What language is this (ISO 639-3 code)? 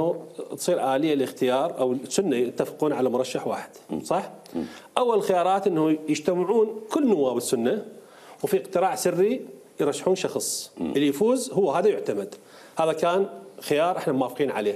acm